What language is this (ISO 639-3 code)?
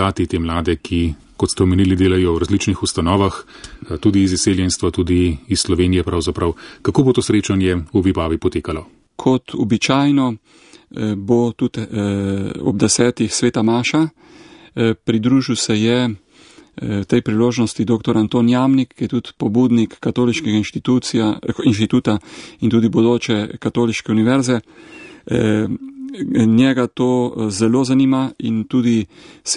slv